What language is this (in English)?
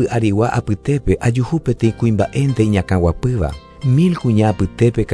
Guarani